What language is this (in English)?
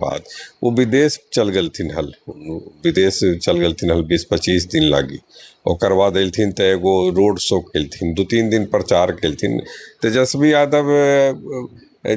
Magahi